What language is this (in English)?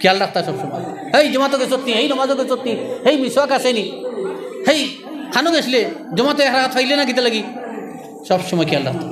Sylheti